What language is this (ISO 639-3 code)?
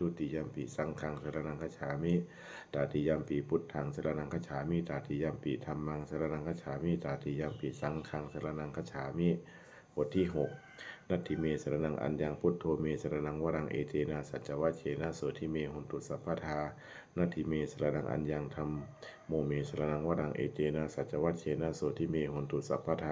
pli